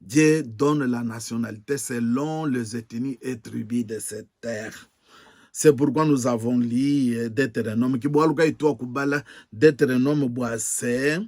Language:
Luba-Lulua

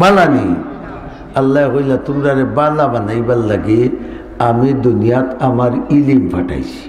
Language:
Sylheti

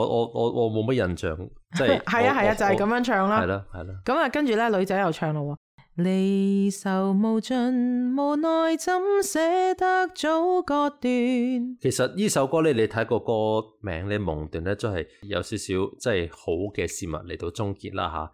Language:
Cantonese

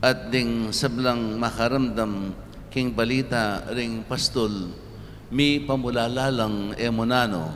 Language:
Pampanga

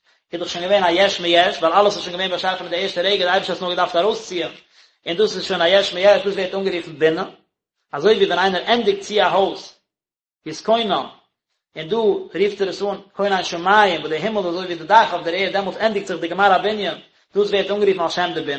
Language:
Yiddish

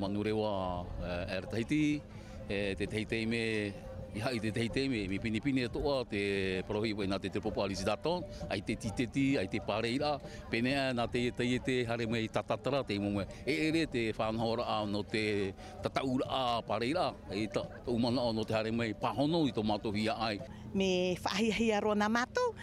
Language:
Tahitian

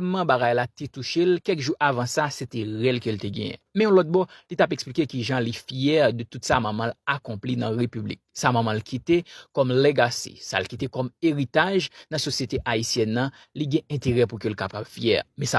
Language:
Haitian Creole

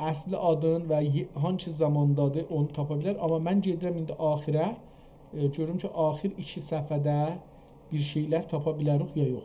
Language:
South Azerbaijani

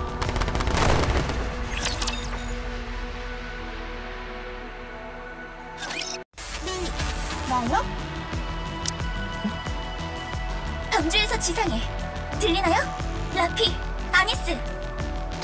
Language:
Korean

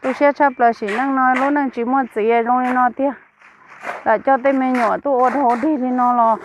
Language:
Hmong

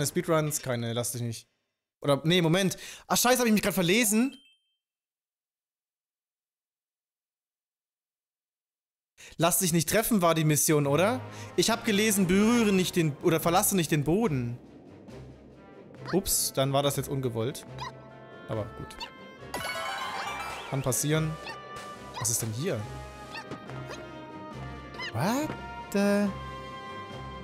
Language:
German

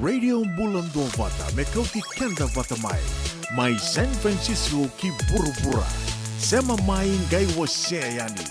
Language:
Fijian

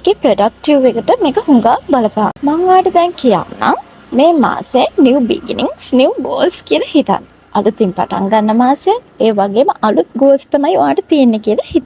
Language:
Sinhala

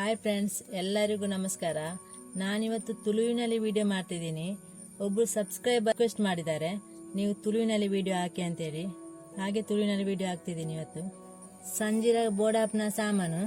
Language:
Tulu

